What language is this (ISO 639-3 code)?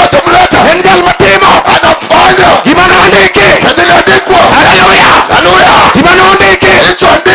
luo